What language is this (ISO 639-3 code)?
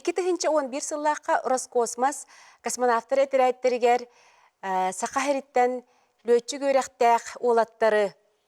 sah